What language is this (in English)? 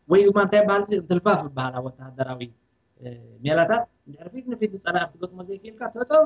Tigrinya